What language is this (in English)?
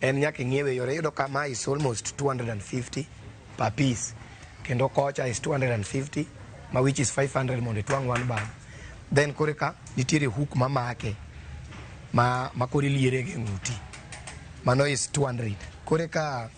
Luo (Kenya and Tanzania)